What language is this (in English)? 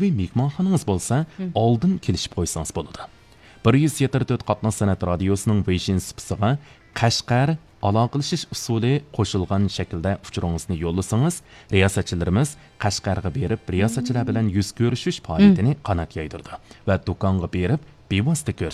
Uyghur